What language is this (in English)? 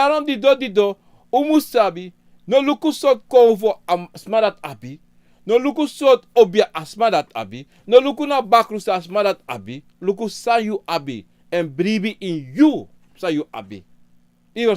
Sranan Tongo